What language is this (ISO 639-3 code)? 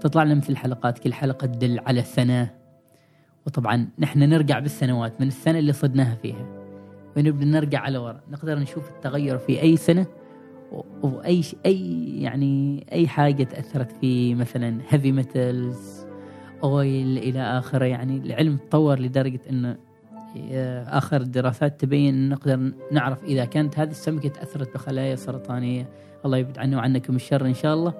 afb